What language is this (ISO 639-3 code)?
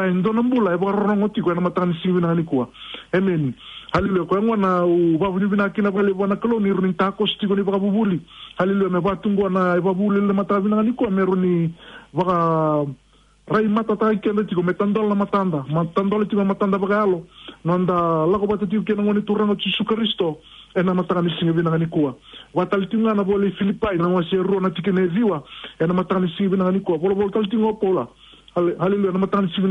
fij